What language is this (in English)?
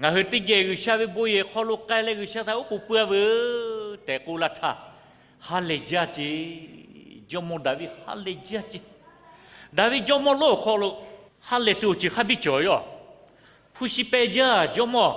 Lahu